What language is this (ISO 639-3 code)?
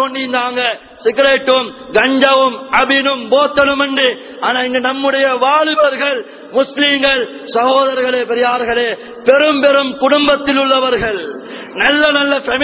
tam